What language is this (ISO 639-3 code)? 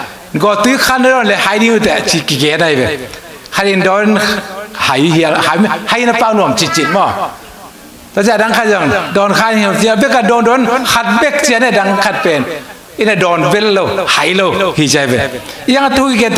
ctd